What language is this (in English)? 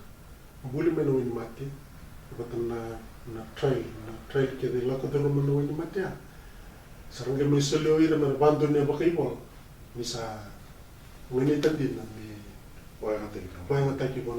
Fijian